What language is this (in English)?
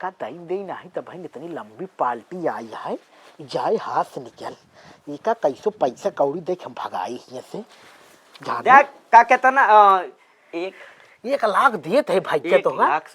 Awadhi